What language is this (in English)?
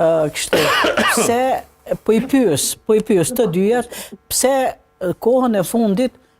Albanian